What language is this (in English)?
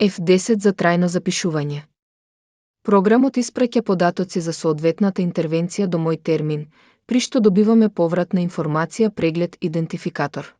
Macedonian